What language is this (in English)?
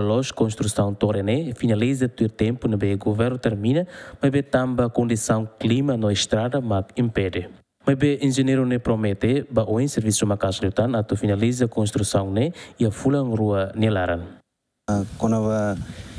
Tetum